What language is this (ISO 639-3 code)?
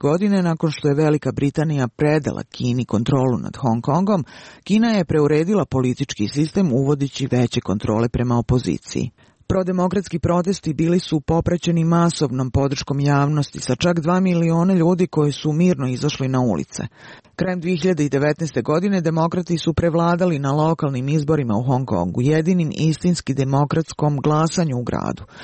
srp